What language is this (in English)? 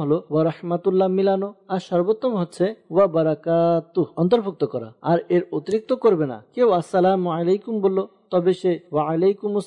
Bangla